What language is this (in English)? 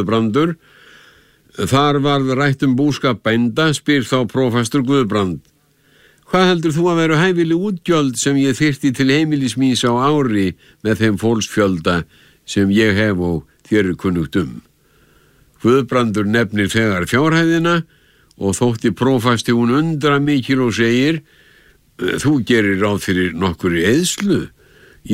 Icelandic